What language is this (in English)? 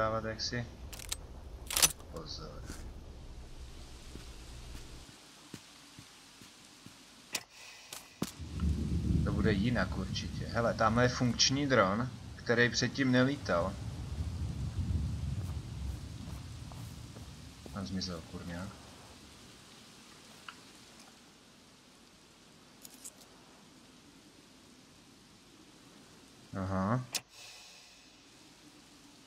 Czech